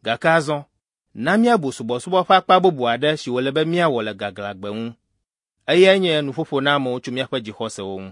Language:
Ewe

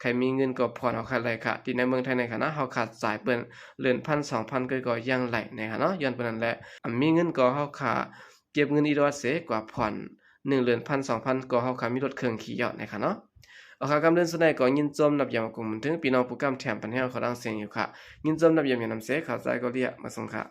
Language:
Shan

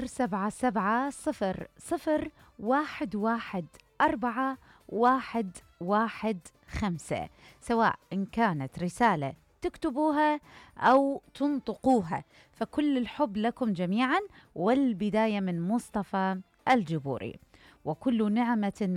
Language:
Mesopotamian Arabic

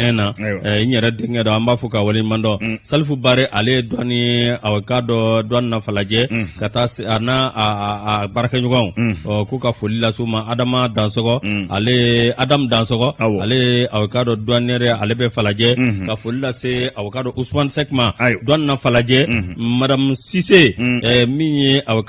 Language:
Bambara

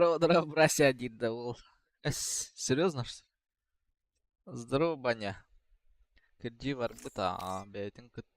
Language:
Yakut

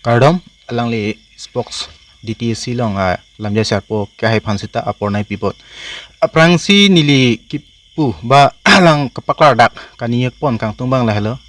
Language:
Karbi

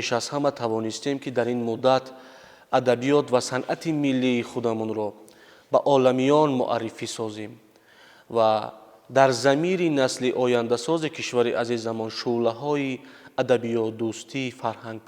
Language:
Tajik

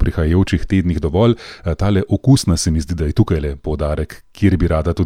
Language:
Slovenian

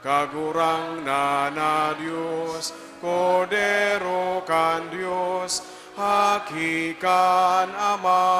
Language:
Bikol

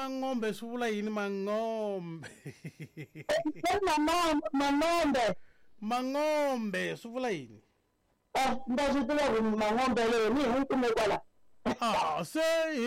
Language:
Tsonga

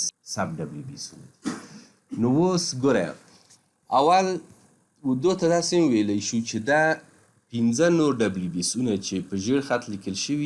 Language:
Pashto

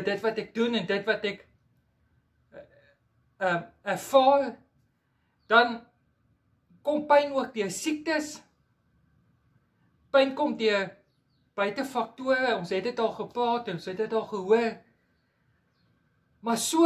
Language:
Afrikaans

